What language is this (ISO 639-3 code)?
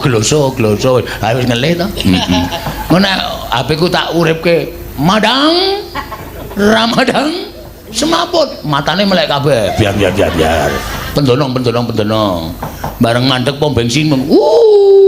jav